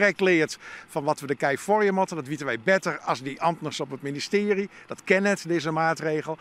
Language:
Western Frisian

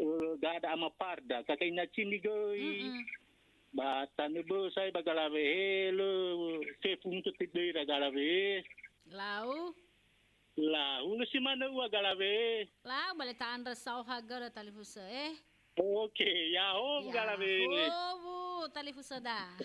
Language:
Nias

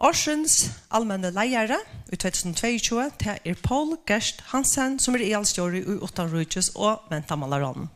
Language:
Faroese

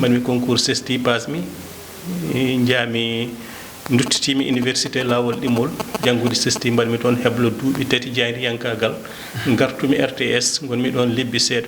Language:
Fula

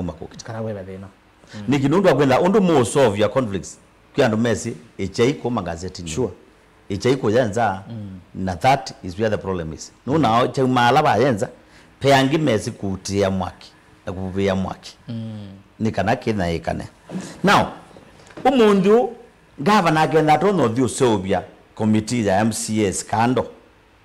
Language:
Kamba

